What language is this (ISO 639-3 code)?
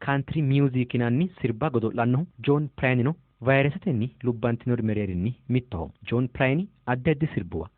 sid